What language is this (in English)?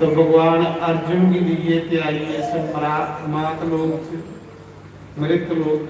Dogri